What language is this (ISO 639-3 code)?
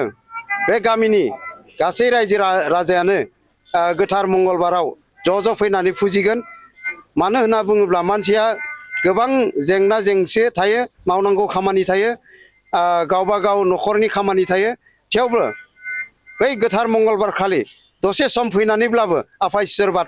brx